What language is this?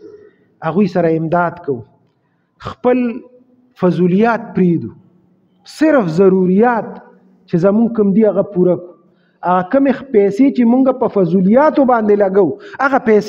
Pashto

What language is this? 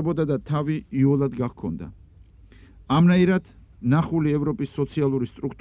Georgian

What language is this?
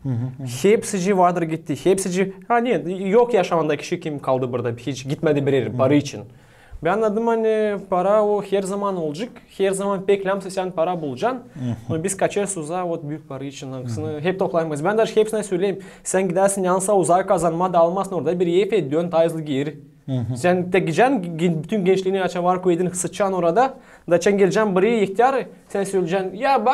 Gagauz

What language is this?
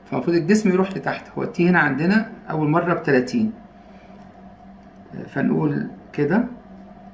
Egyptian Arabic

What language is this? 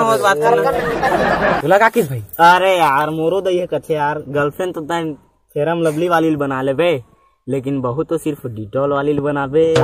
Chhattisgarhi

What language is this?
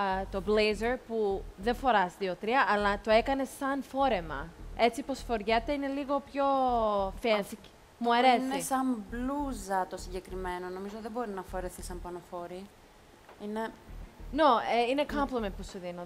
Greek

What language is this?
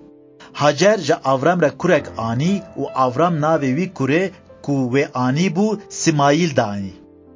Kurdish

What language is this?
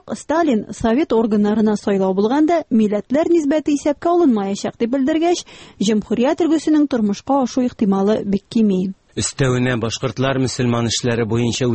Tatar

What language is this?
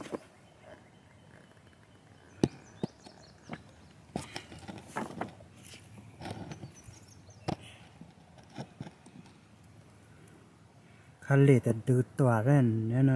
Vietnamese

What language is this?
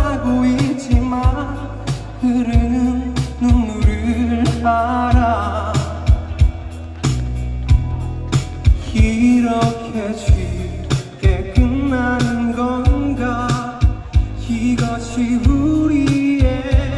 Korean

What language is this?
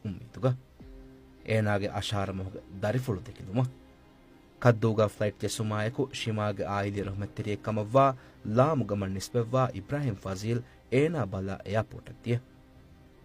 Divehi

